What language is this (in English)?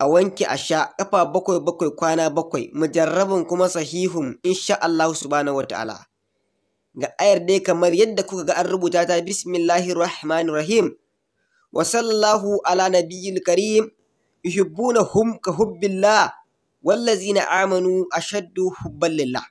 Hausa